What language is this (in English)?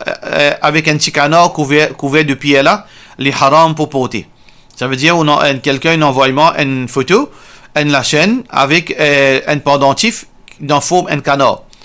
Morisyen